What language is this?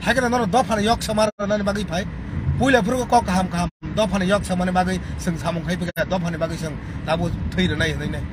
Kok Borok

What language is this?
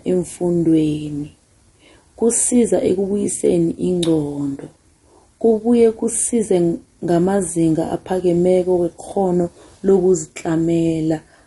South Ndebele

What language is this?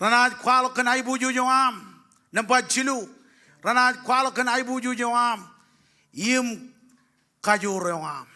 Marshallese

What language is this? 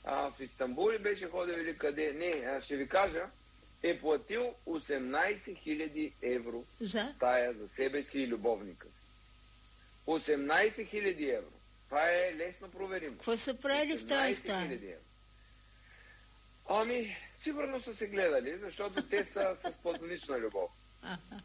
Bulgarian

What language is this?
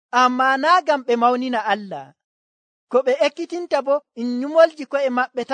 Nigerian Fulfulde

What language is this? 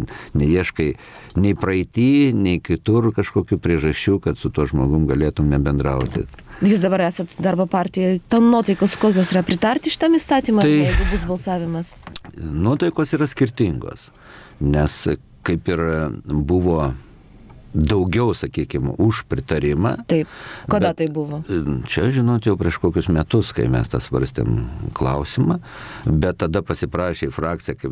Lithuanian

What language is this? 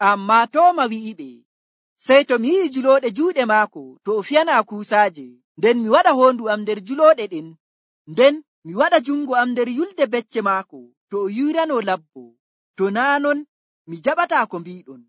Nigerian Fulfulde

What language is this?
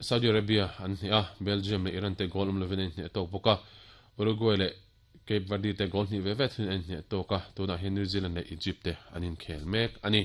Mizo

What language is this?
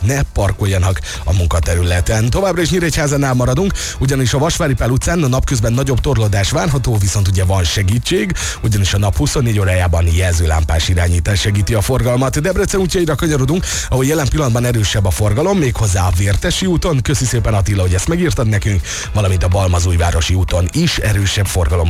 Hungarian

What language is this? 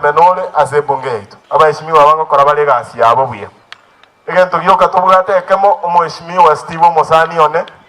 Gusii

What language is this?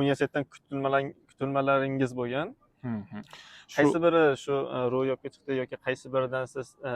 Uzbek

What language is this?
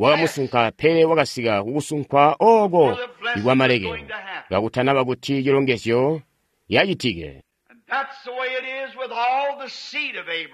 Tonga (Zambia)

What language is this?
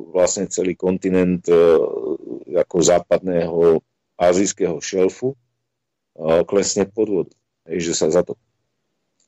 Slovak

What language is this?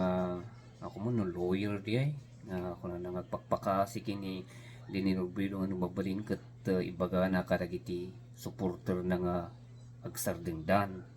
Iloko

